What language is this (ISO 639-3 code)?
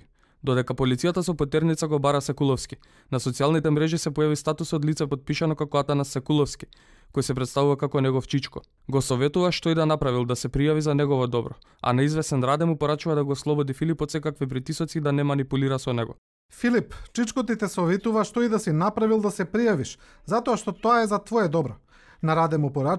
mkd